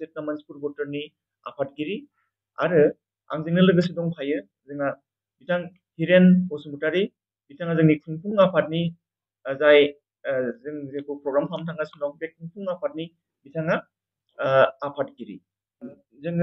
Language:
Bodo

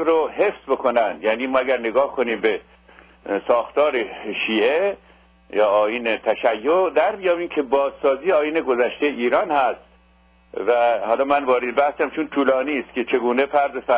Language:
Persian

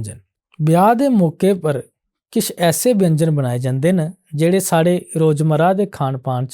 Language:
Dogri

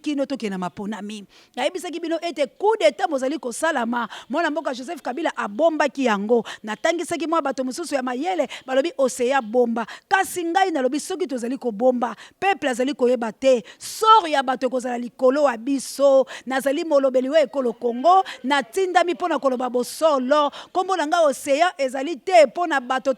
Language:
Lingala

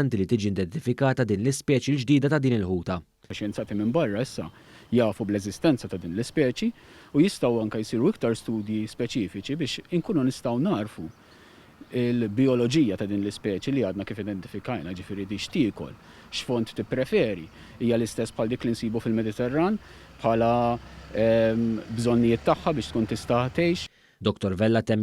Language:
Maltese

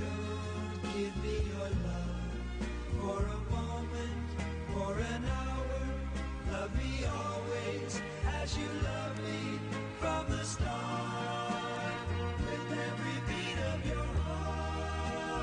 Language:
Bikol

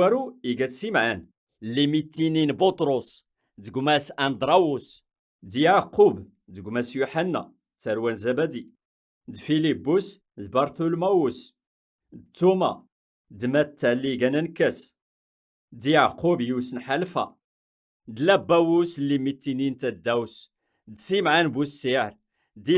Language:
Kabyle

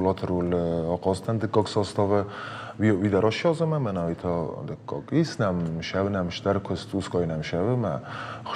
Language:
Ossetic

